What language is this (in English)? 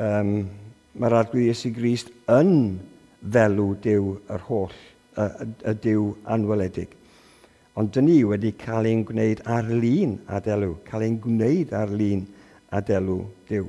Welsh